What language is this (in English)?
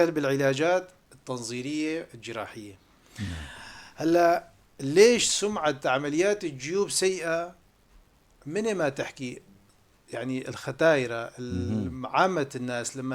North Levantine Arabic